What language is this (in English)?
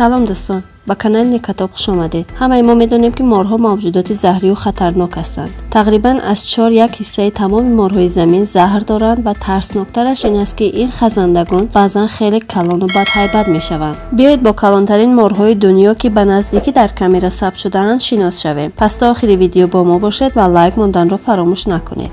Tajik